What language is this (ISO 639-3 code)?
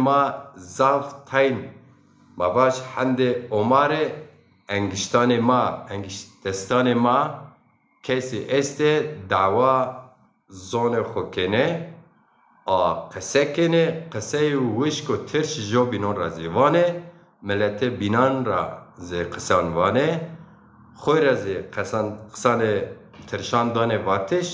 zza